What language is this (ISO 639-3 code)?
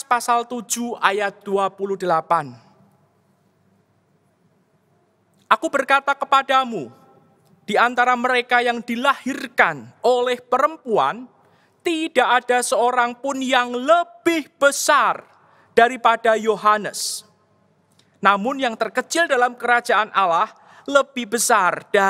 ind